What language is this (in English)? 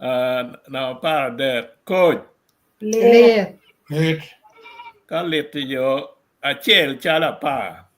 Acoli